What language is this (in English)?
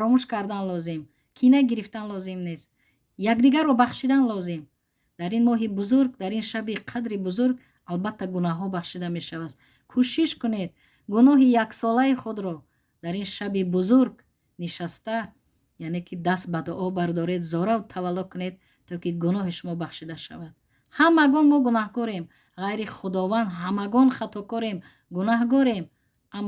Tajik